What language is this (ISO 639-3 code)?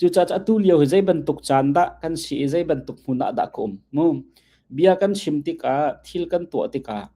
cnh